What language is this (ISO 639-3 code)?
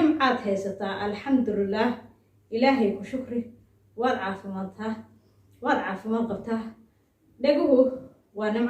som